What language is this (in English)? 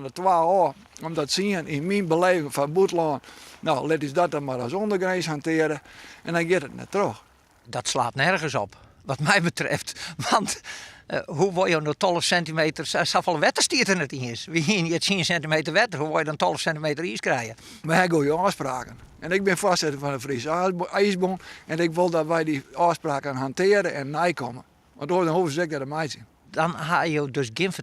Western Frisian